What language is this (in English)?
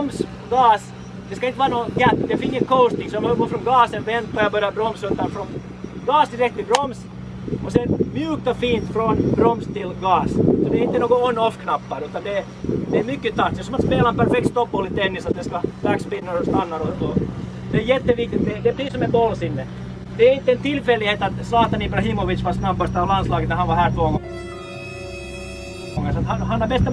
Swedish